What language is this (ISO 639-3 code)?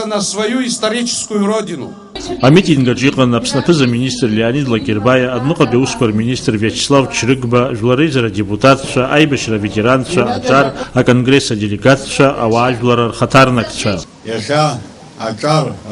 abk